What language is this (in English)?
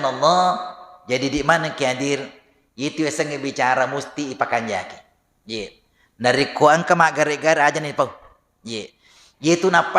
Buginese